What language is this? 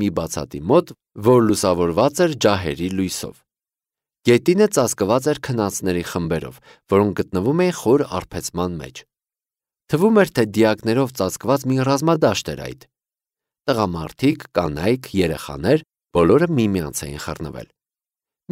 Armenian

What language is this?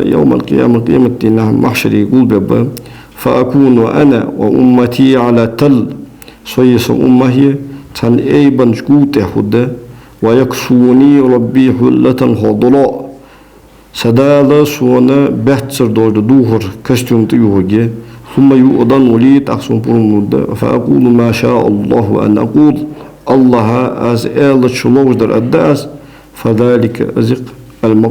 Ingush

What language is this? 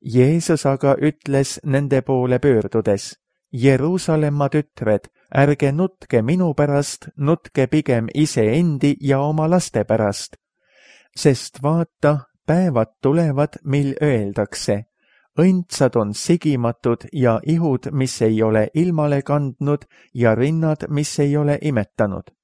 Estonian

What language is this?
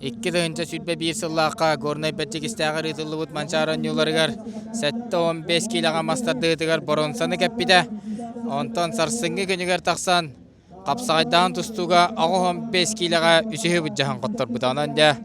Yakut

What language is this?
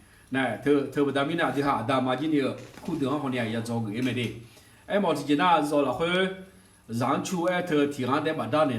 Akha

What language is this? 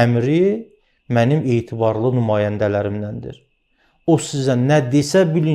Azerbaijani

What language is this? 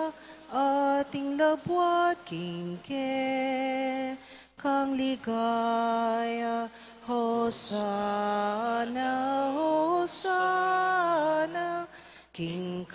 Pampanga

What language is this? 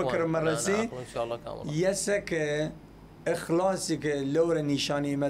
Southern Kurdish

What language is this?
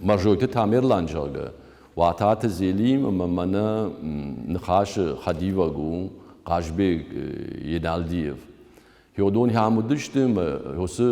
Ossetic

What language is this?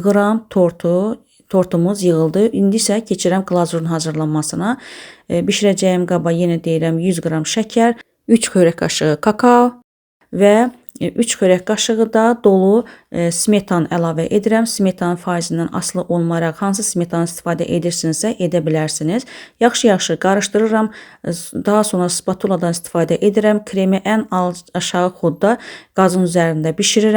Azerbaijani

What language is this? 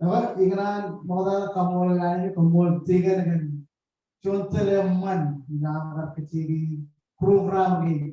Marshallese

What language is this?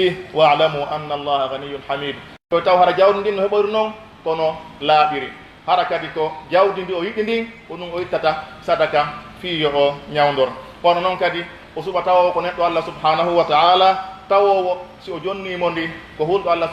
Pular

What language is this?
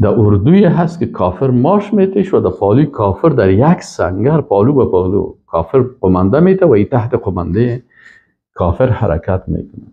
Persian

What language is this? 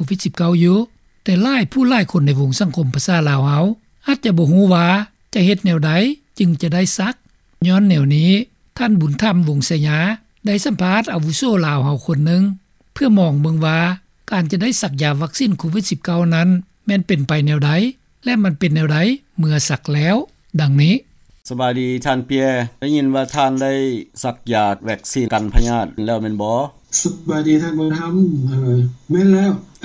Lao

